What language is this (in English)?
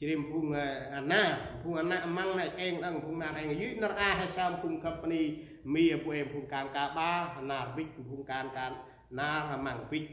Central Mnong